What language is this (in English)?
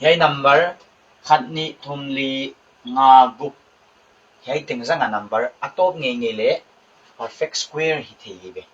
Paite Chin